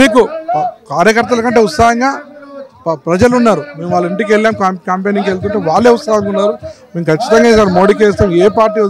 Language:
Telugu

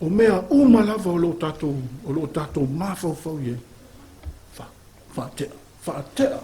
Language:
Samoan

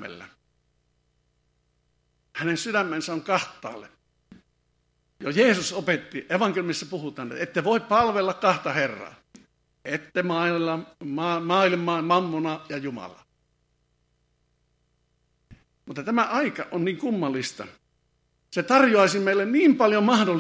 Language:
Finnish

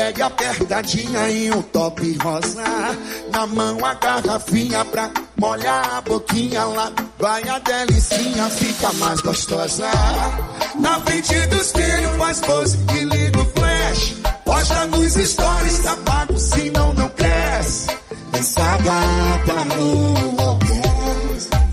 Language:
Portuguese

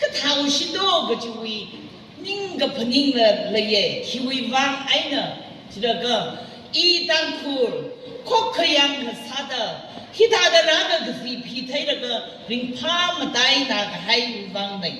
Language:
Tangkhul Naga (India)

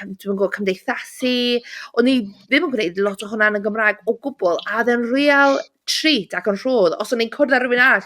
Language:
Welsh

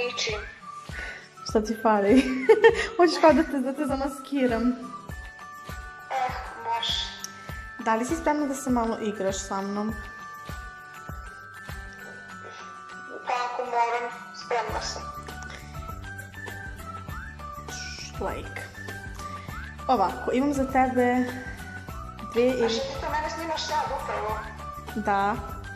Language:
Serbian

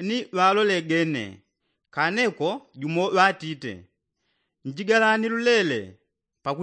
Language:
Yao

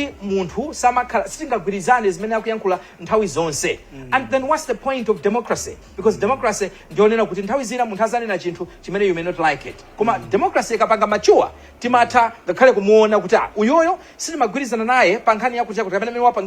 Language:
Nyanja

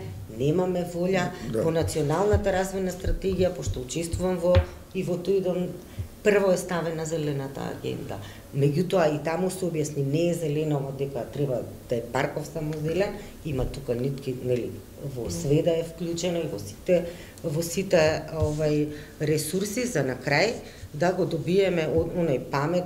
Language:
Macedonian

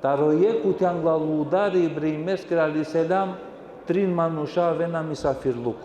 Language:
Balkan Romani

